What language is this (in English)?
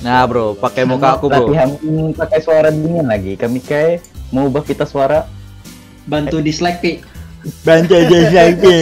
Banjar